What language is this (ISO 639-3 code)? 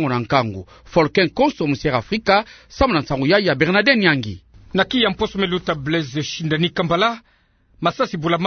ktu